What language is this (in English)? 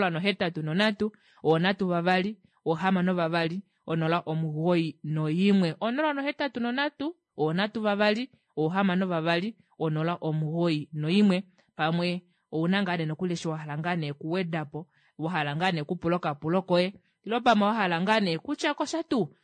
Kuanyama